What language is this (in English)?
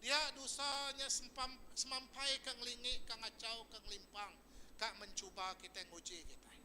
Iban